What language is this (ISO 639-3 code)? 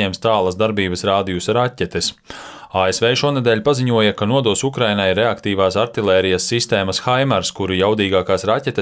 lav